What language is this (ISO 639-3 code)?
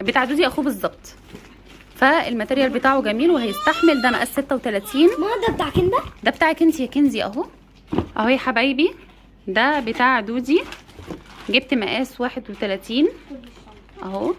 arz